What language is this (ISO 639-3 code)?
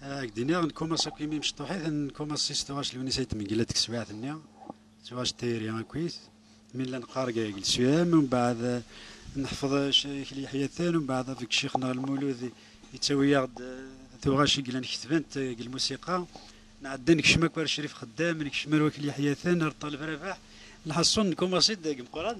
kab